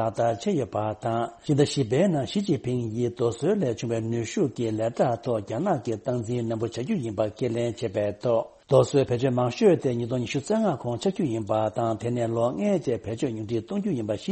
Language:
Tibetan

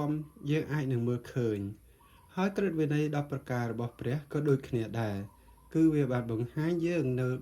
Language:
Khmer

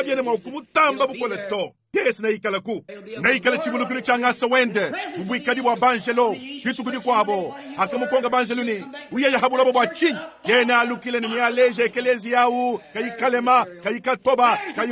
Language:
Luba-Lulua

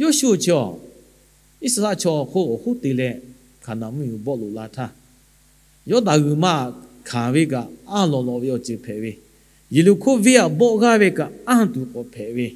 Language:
Lahu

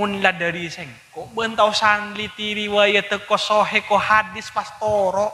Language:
Madurese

